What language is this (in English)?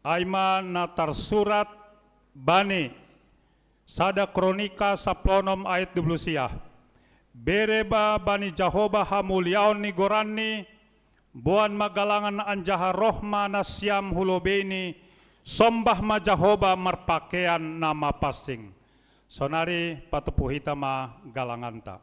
Batak Simalungun